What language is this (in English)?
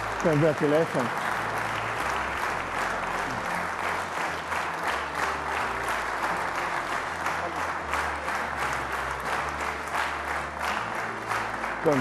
Hungarian